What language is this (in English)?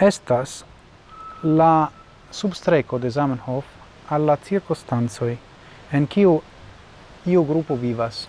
Esperanto